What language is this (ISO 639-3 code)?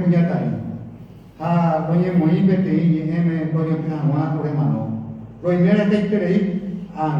grn